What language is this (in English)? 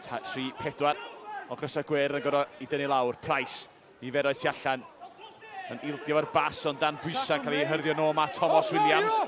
Welsh